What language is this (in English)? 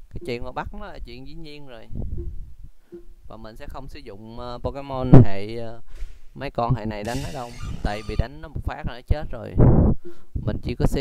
Vietnamese